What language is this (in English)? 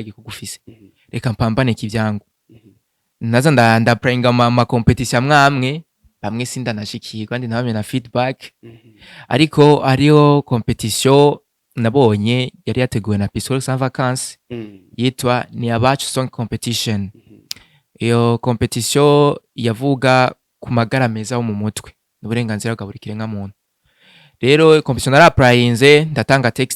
Rundi